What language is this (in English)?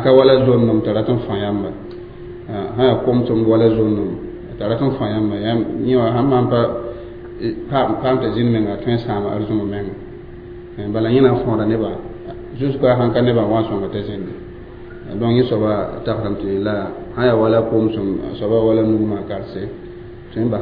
Mossi